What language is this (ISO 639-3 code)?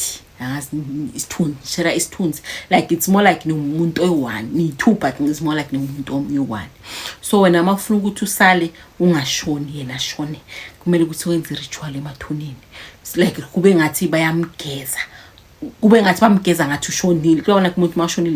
zul